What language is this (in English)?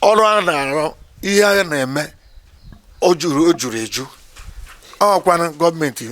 Igbo